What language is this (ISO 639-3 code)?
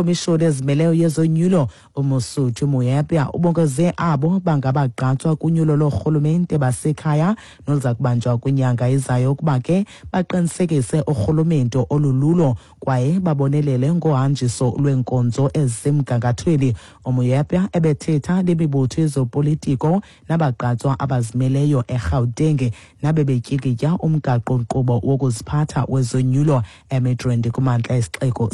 xho